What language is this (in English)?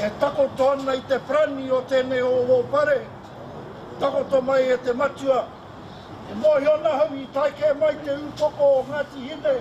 Māori